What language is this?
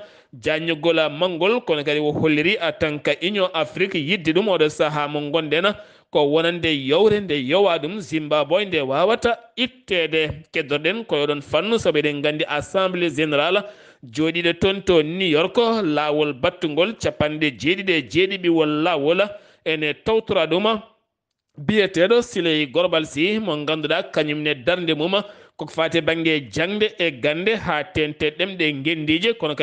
Fula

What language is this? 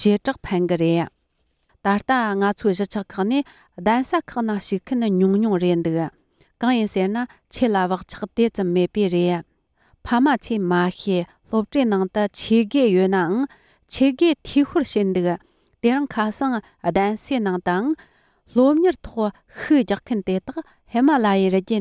Tibetan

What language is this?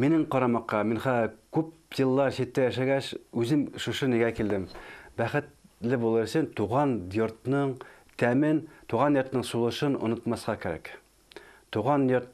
Bashkir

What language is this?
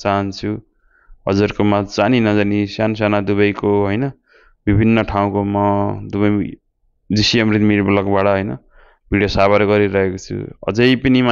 Nepali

